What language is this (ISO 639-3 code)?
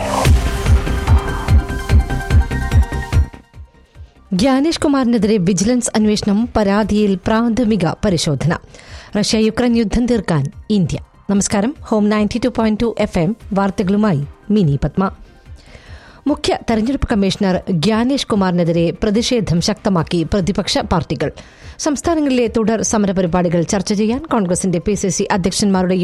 mal